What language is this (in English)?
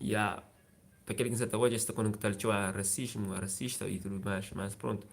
Kabuverdianu